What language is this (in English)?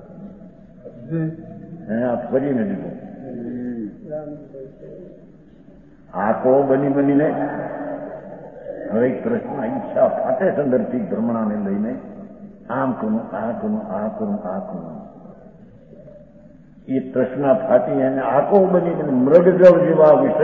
Gujarati